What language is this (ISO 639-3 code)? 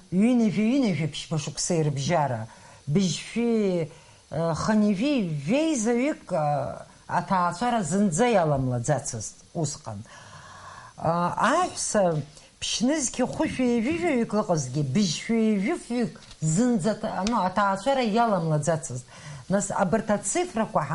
abk